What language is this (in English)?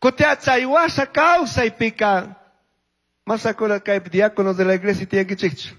Chimborazo Highland Quichua